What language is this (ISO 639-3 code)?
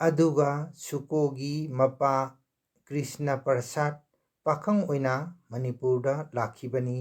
mni